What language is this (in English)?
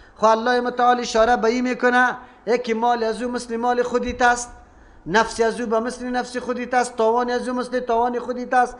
Persian